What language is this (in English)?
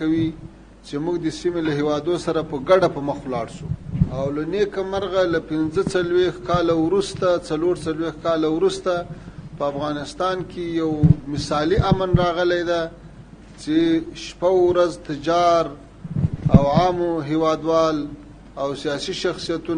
Pashto